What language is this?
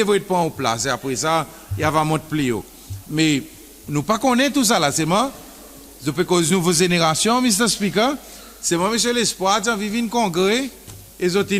Seselwa Creole French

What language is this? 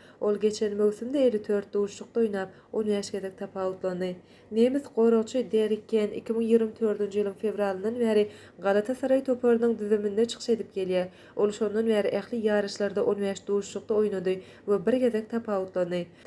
Turkmen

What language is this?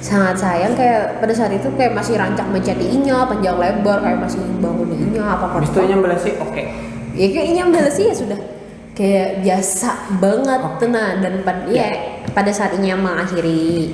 Banjar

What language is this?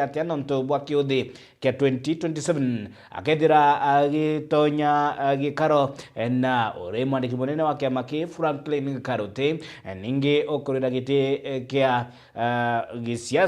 Meru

